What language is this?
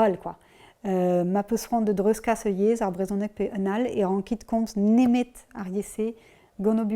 Breton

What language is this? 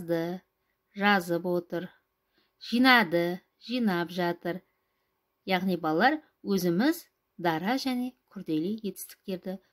Kazakh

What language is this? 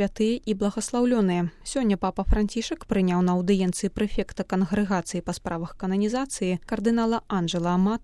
Belarusian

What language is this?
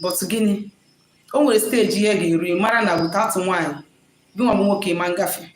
Igbo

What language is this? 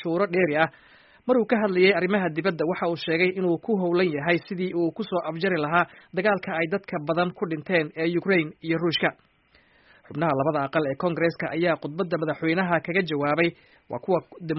Somali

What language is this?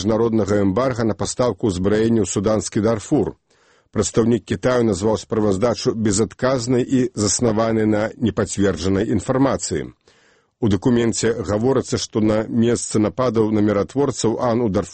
Belarusian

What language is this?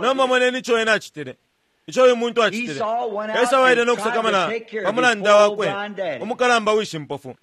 Bemba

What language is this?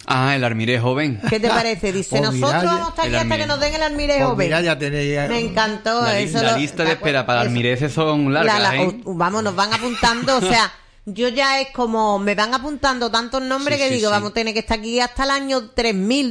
Spanish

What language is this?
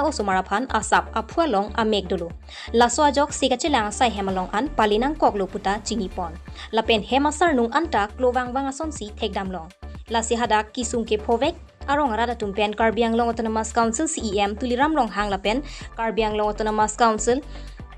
Karbi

